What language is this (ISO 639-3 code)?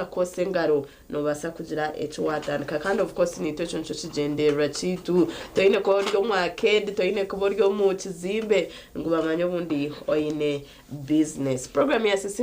nyn